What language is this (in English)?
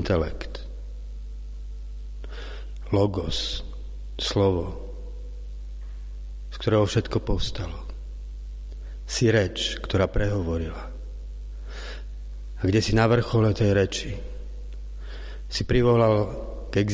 Slovak